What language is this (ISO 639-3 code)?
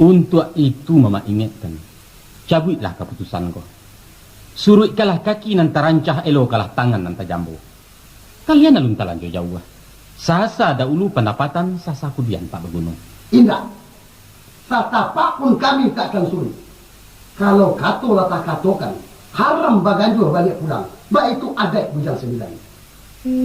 min